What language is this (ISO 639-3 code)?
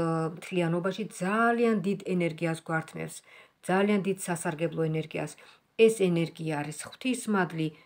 kat